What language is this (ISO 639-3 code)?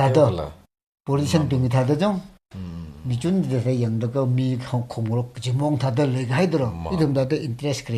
nmf